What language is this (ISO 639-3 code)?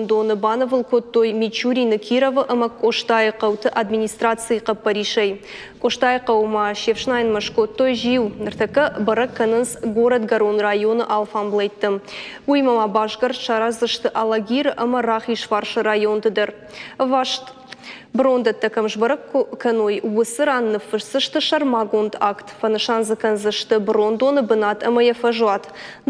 oss